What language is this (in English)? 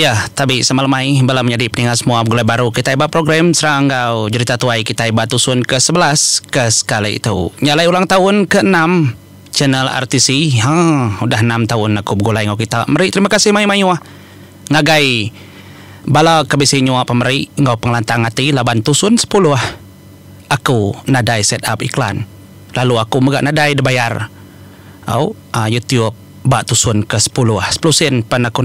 Iban